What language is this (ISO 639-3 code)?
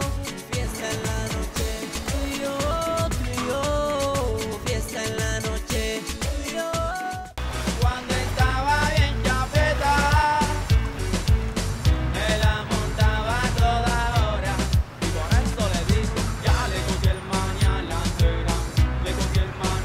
spa